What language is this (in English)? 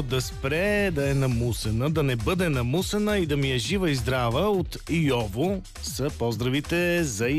Bulgarian